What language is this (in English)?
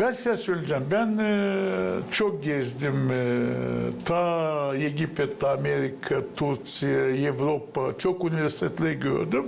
Gagauz